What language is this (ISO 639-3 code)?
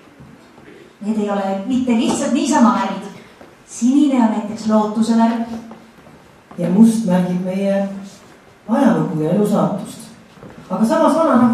est